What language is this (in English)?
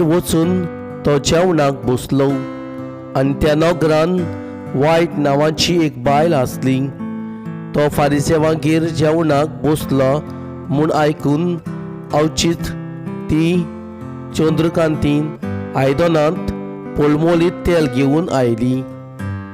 Konkani